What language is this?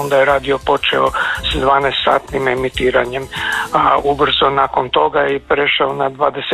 Croatian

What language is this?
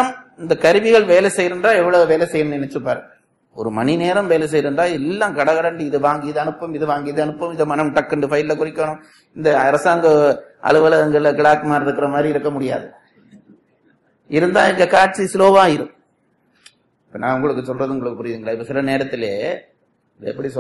Tamil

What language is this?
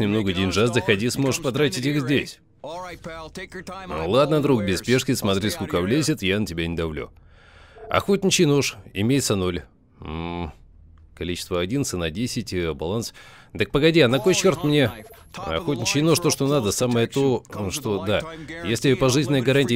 Russian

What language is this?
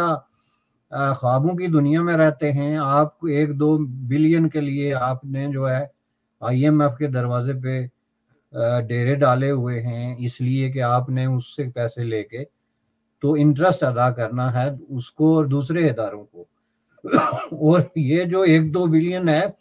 Urdu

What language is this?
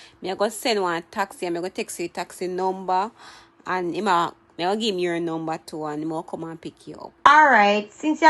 Jamaican Creole English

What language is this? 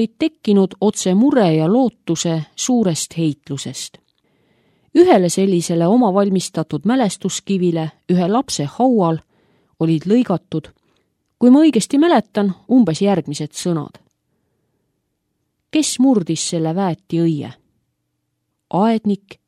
Estonian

